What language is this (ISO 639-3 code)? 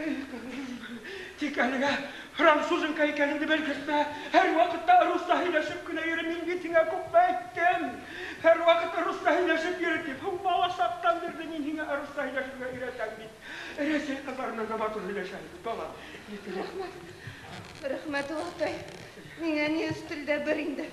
bak